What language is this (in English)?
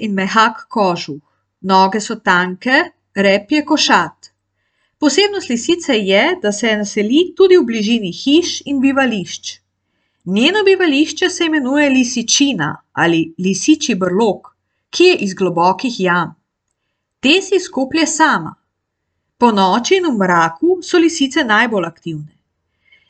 Slovenian